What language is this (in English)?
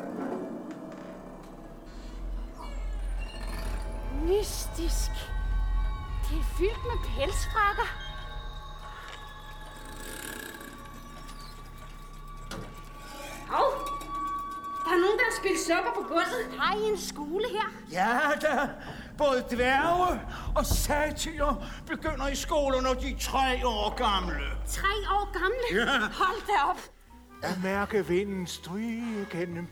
Danish